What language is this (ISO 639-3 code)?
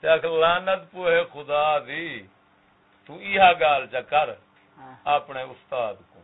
skr